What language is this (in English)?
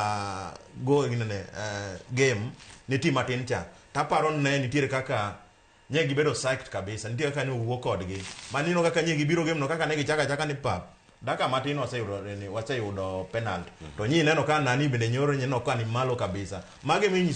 Luo (Kenya and Tanzania)